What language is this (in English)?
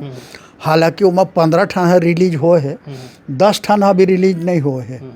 Chhattisgarhi